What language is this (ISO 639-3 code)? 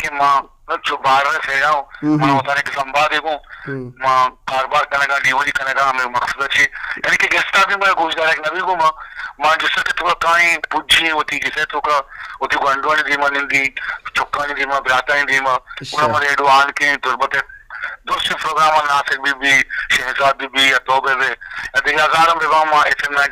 bal